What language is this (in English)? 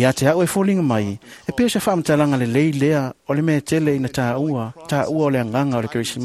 Samoan